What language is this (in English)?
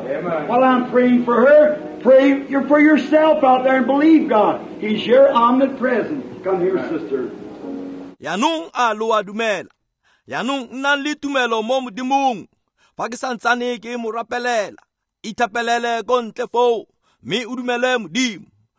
Tswana